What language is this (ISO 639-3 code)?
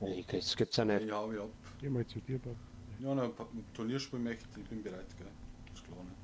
bar